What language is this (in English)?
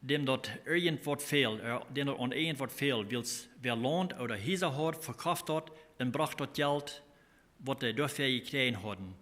Plautdietsch